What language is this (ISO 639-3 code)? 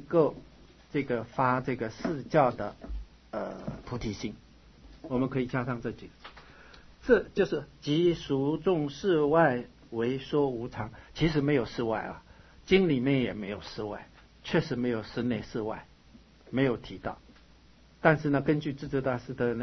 zho